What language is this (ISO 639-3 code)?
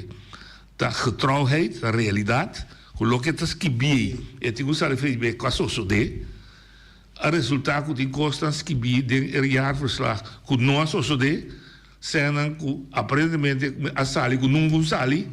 pap